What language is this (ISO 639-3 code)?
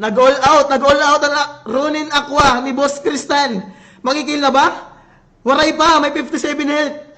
war